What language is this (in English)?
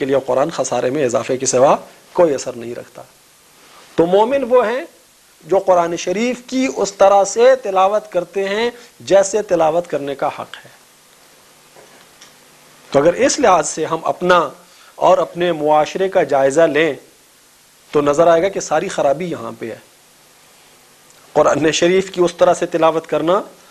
Urdu